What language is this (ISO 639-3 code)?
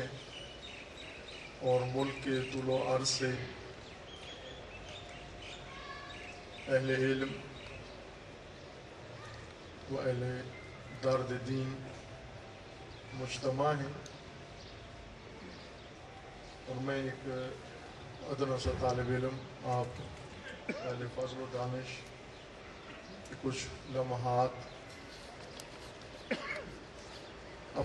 urd